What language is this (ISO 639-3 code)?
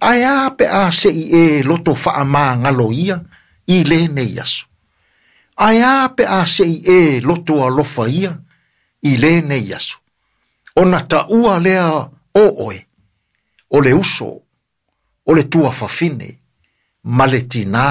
smo